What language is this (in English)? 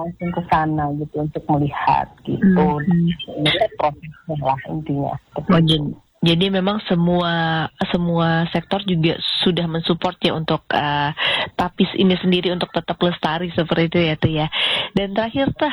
Indonesian